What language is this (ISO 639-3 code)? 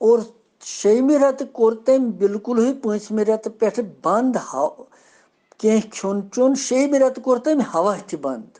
kas